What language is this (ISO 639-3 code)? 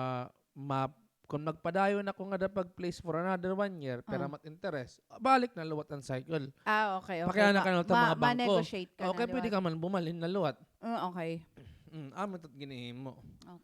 war